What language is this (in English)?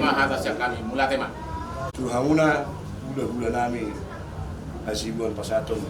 Batak Toba